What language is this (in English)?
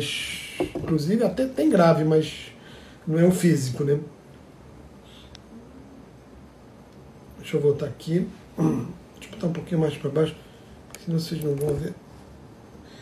Portuguese